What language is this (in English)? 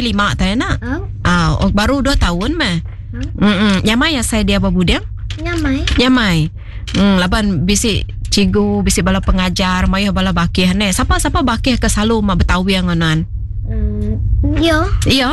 Iban